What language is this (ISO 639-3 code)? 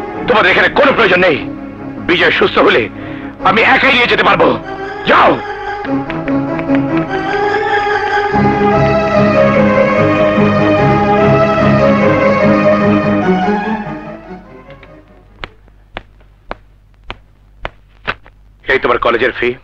ben